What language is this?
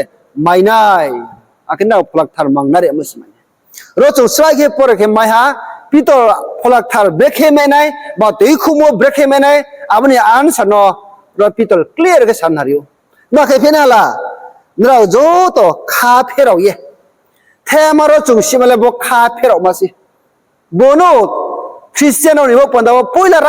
Riang (India)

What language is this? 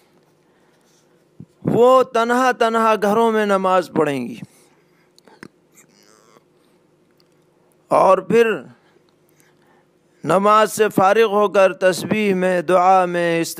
Urdu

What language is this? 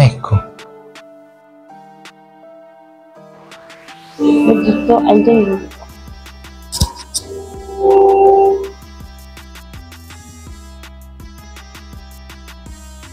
Italian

